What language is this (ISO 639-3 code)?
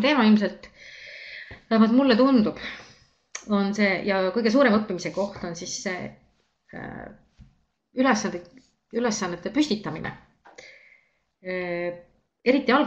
est